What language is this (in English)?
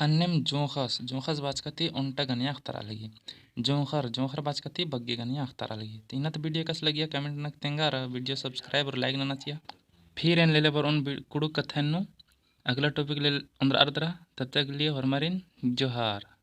Kurukh